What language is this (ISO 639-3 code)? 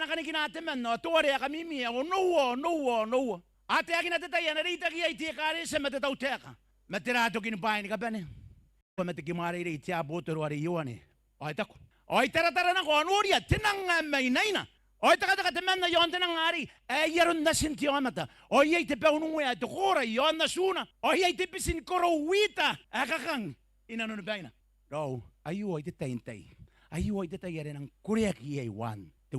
gil